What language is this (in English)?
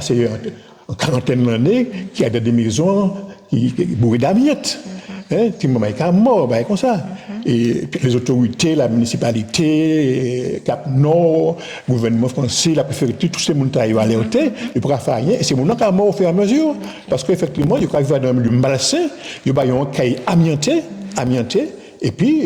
Guadeloupean Creole French